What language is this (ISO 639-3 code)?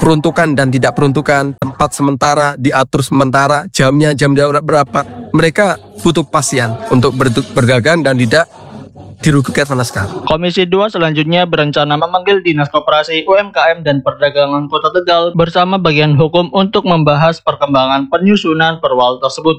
ind